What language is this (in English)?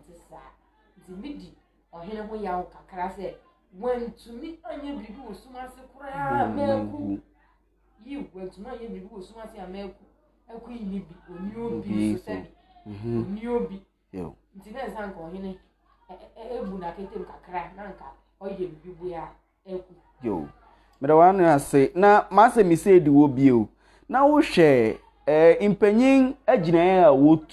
Akan